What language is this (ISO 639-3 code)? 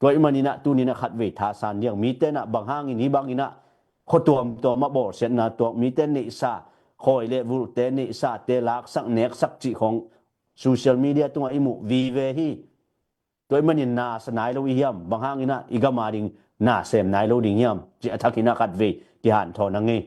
ctd